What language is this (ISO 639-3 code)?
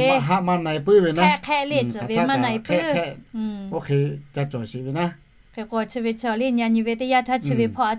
lhu